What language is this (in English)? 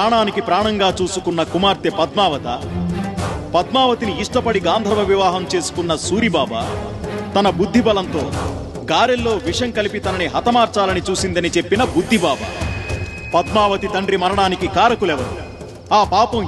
Telugu